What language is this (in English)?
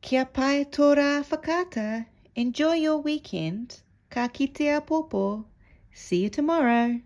Māori